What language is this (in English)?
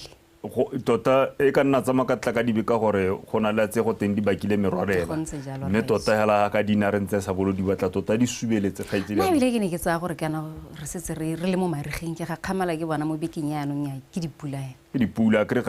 Tswana